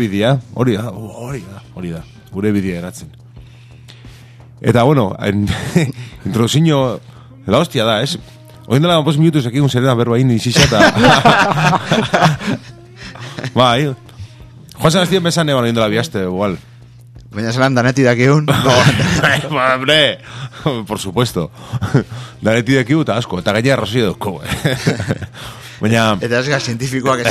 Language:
Basque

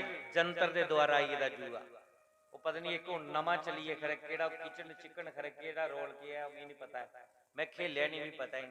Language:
Dogri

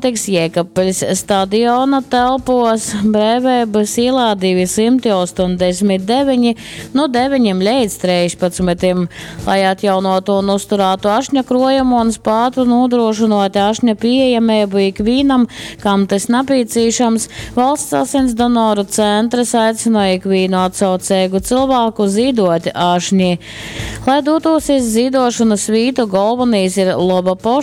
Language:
Latgalian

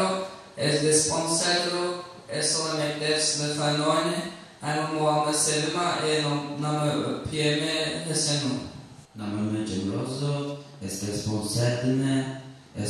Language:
Zaza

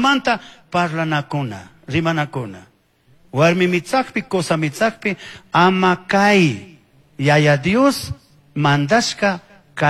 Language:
Chimborazo Highland Quichua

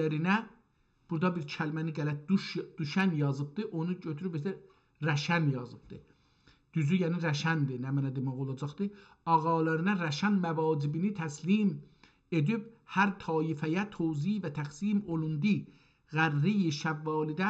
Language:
South Azerbaijani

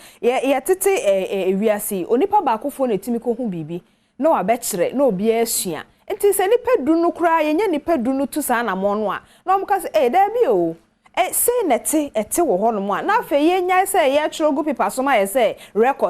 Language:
Akan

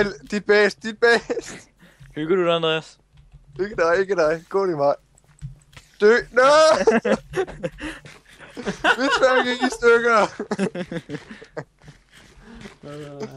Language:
Danish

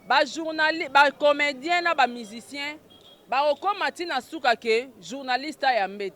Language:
Lingala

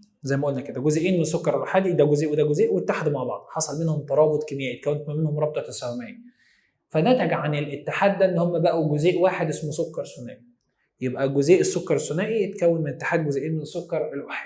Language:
Egyptian Arabic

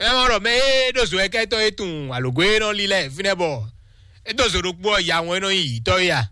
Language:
Fon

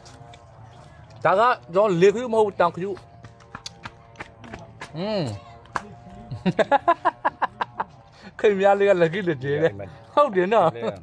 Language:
Burmese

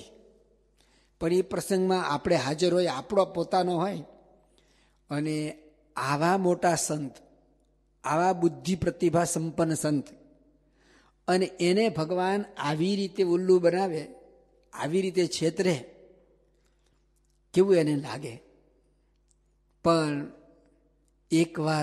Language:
Gujarati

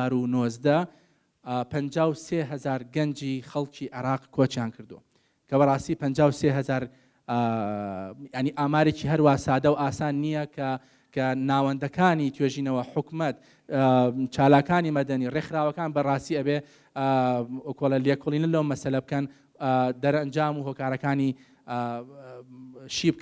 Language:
Central Kurdish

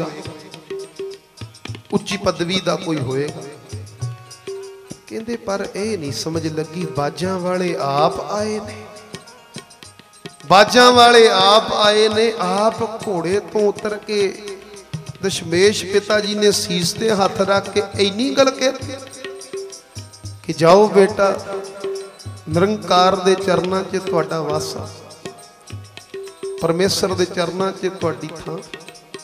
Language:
Punjabi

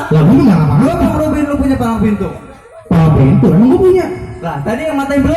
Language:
Betawi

